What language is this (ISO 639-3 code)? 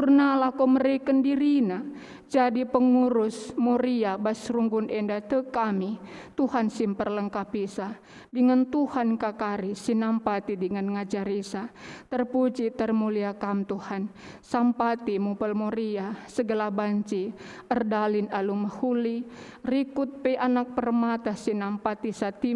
btx